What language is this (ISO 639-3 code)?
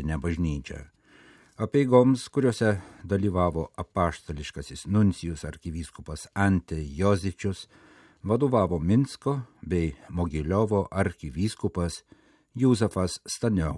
lit